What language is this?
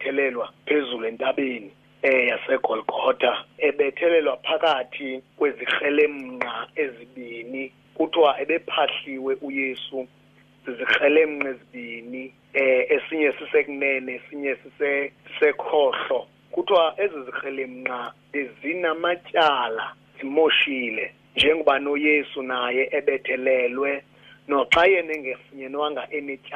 Xhosa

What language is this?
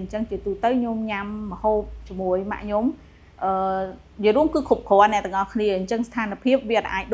Khmer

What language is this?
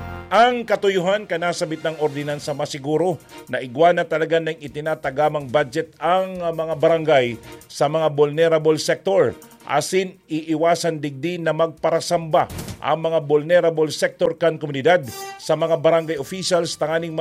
Bikol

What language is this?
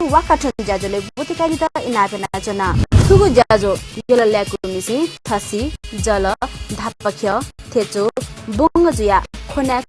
Newari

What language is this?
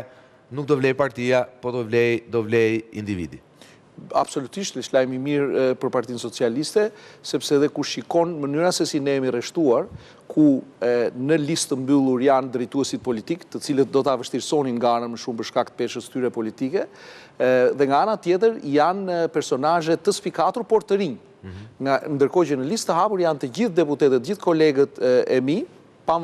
Albanian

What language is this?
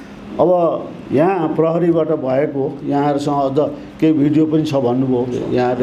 Nepali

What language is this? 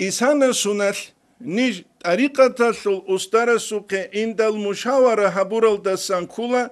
Avaric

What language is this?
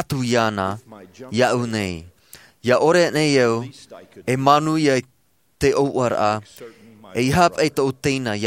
Tahitian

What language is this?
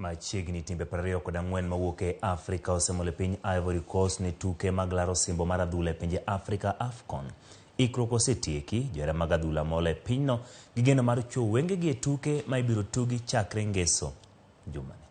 Luo (Kenya and Tanzania)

